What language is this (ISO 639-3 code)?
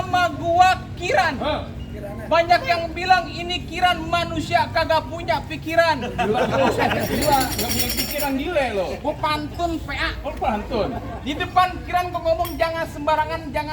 bew